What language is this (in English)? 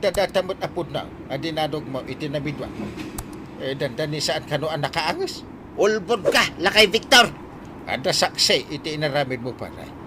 Iloko